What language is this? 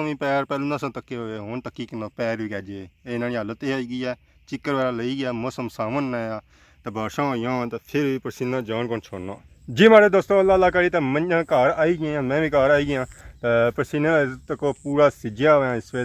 Pahari-Potwari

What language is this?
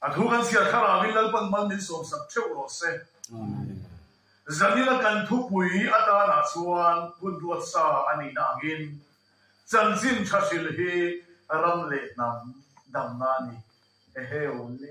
Mizo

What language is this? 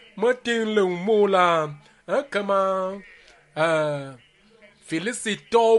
Ewe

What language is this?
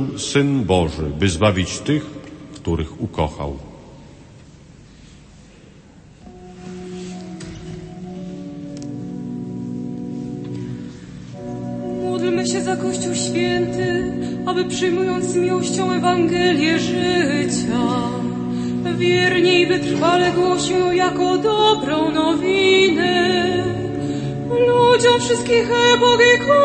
Polish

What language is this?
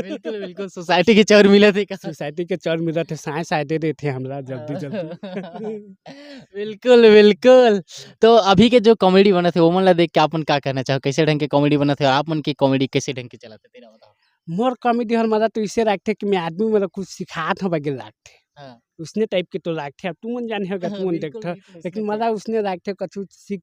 Chhattisgarhi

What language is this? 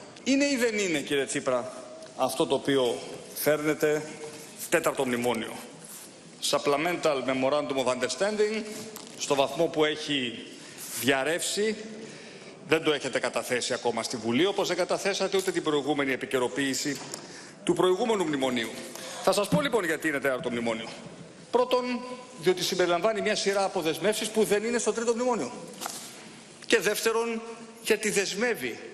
Greek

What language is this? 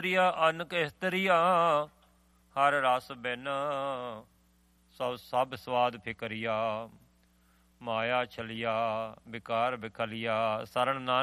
Punjabi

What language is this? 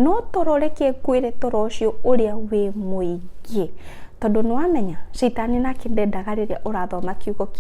Kikuyu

